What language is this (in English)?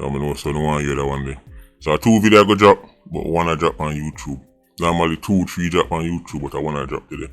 Jamaican Creole English